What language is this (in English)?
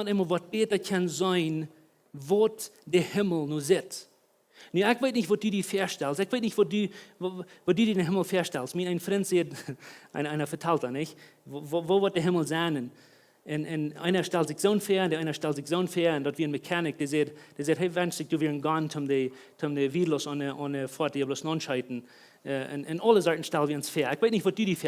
Plautdietsch